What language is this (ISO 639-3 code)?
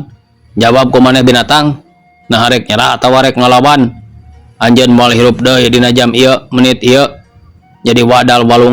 sun